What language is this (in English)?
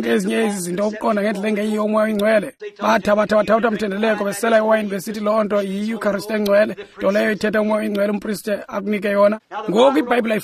Xhosa